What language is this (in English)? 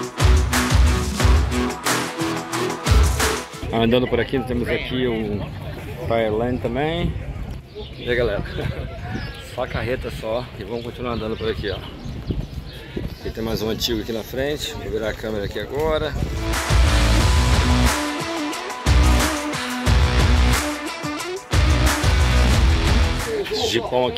Portuguese